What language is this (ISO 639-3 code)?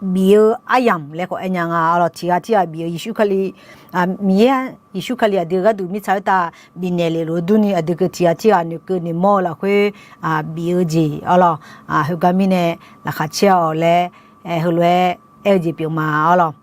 ahk